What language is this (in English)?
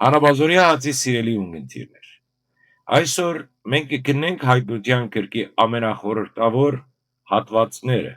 Western Armenian